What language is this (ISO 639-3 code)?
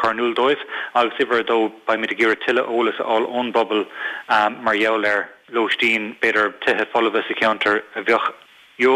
gle